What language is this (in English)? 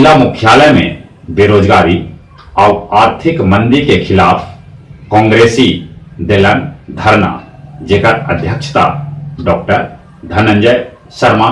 Magahi